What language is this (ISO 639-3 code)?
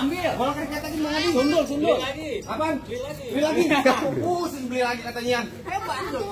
bew